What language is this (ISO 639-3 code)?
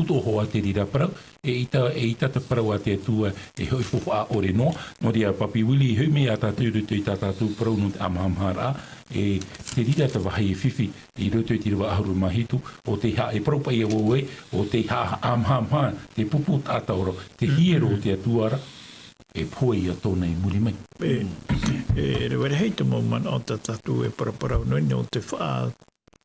tah